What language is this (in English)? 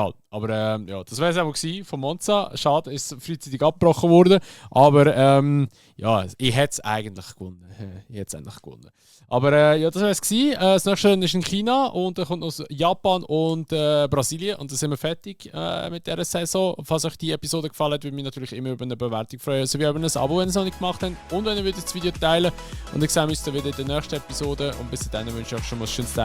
Swiss German